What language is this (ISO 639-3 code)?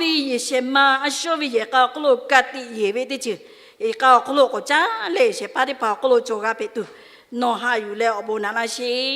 lhu